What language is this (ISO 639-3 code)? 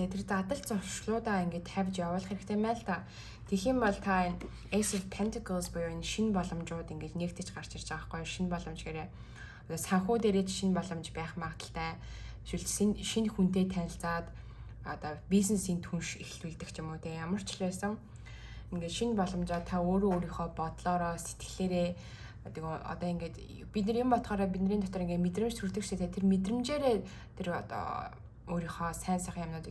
mon